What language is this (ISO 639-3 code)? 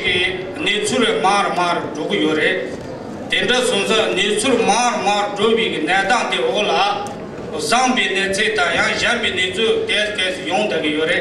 bod